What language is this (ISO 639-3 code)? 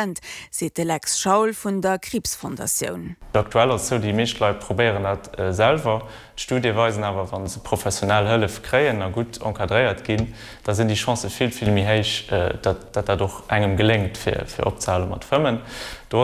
ltz